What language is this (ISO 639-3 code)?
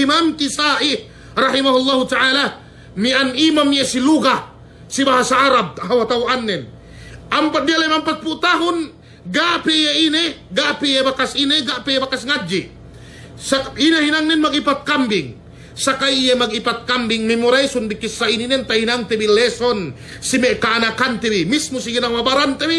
yka